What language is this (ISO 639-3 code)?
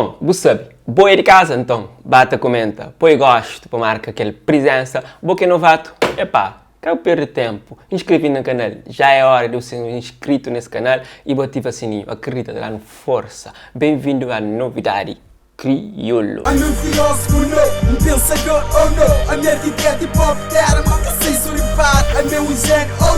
kea